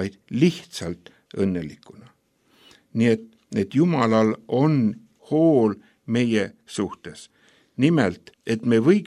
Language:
Estonian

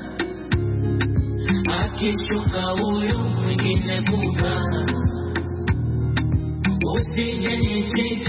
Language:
Swahili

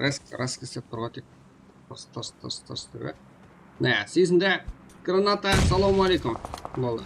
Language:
Kara-Kalpak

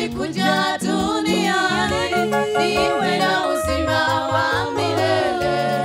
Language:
Swahili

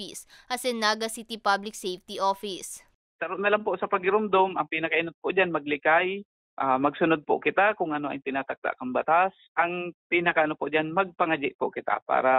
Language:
Bikol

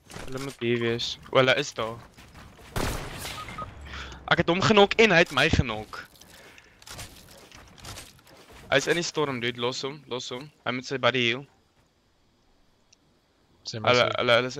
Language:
Afrikaans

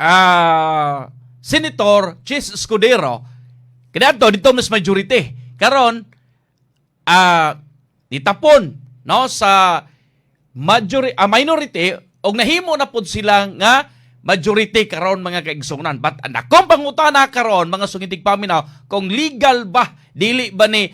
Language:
Cebuano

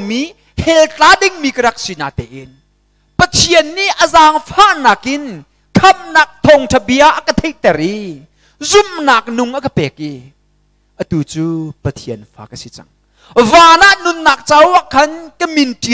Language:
Hakha Chin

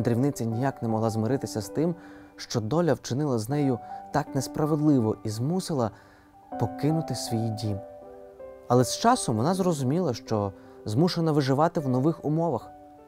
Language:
Ukrainian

